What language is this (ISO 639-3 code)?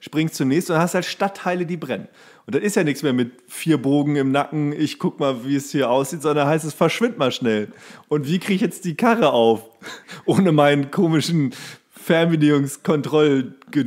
deu